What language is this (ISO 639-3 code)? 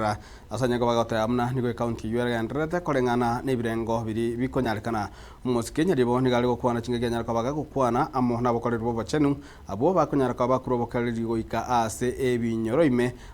guz